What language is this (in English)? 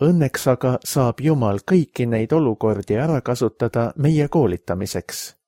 Estonian